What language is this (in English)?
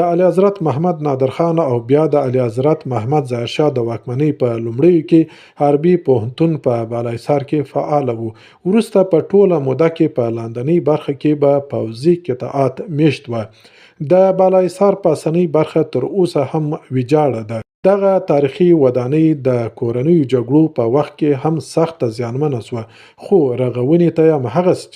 Pashto